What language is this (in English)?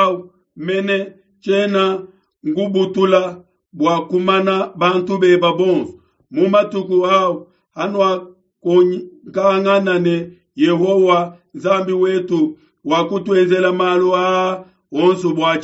Luba-Lulua